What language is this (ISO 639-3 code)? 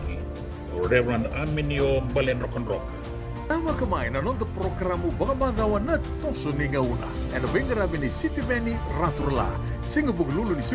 fij